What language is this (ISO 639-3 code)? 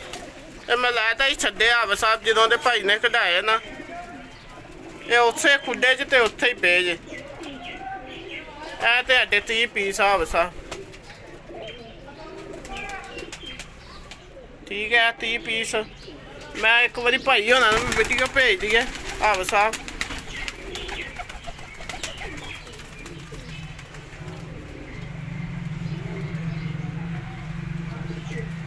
pan